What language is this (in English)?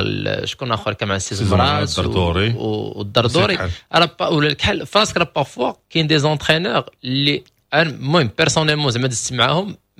Moroccan Arabic